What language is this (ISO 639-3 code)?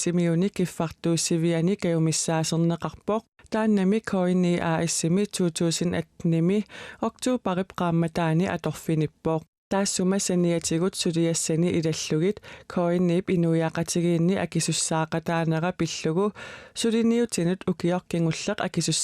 kal